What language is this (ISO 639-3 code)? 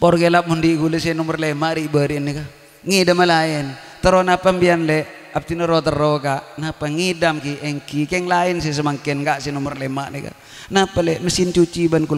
mad